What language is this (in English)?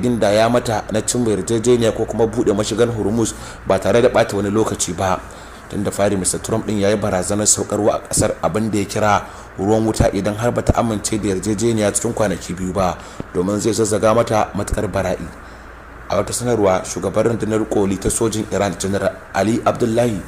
Hausa